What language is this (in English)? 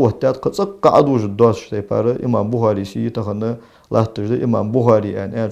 Ingush